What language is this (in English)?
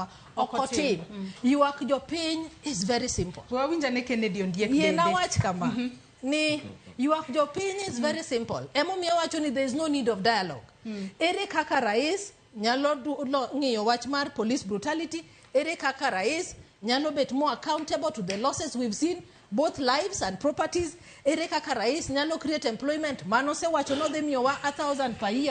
Luo (Kenya and Tanzania)